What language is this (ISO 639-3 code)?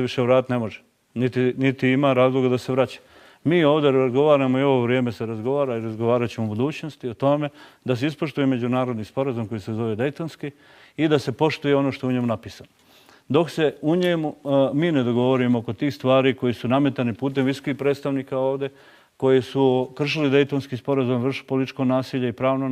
bos